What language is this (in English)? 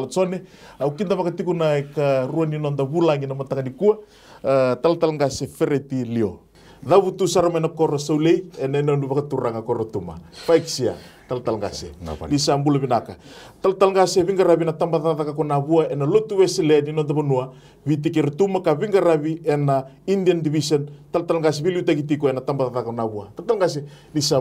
Fijian